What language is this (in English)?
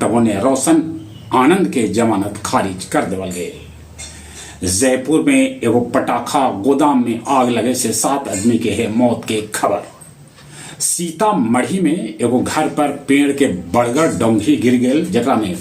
Magahi